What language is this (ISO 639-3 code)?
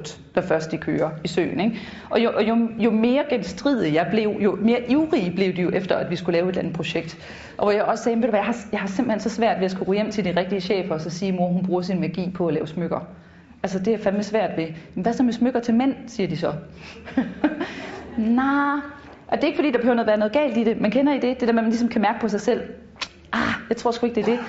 dan